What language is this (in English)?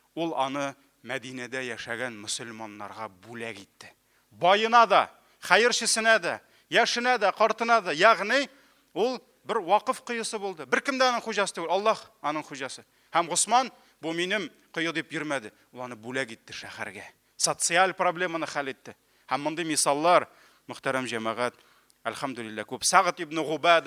Tatar